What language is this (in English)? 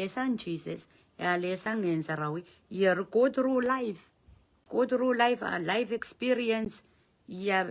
Pohnpeian